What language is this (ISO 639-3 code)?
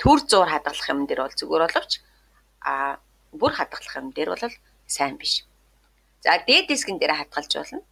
mon